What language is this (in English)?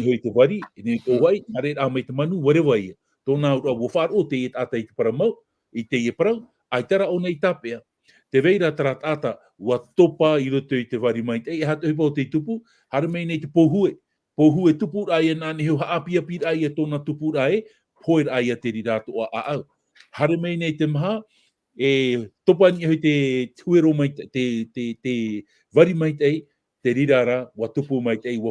Tahitian